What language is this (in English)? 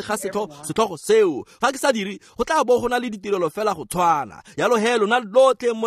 Tswana